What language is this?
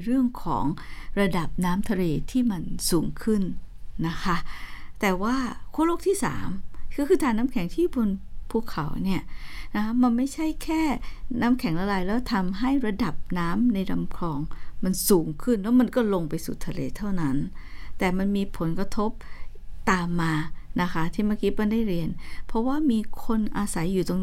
Thai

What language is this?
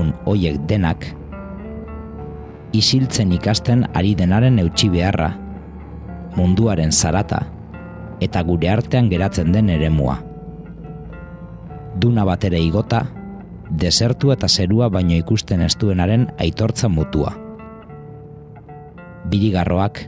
Basque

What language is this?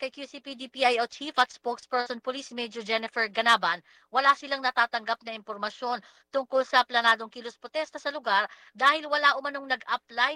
Filipino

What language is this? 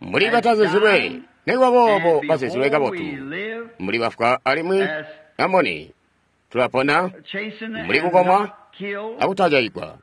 Tonga (Zambia)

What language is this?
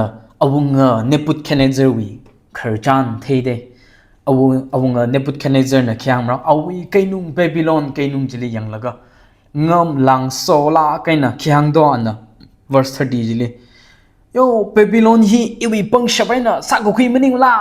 Tangkhul Naga (India)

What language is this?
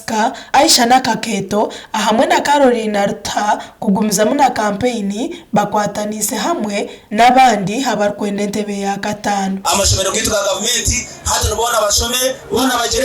Nyankole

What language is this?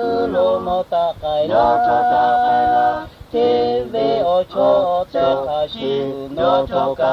Lahu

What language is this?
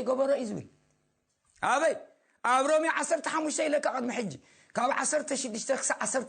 Tigrinya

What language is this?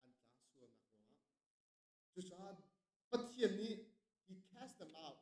Hakha Chin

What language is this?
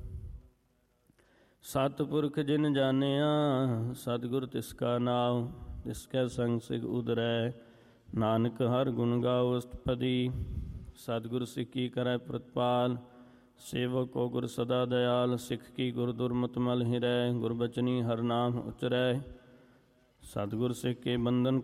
Punjabi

